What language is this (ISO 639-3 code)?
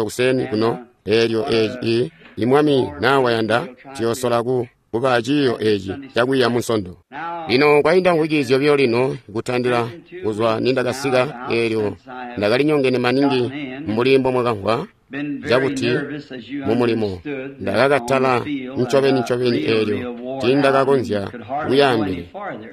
toi